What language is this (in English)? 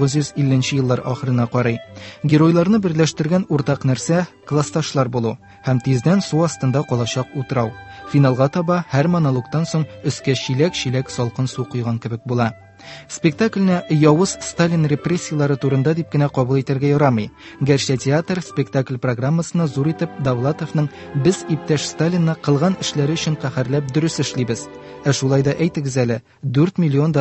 Tatar